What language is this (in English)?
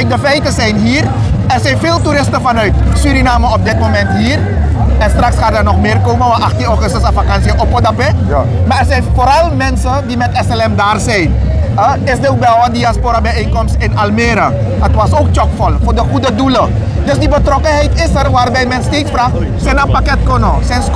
Dutch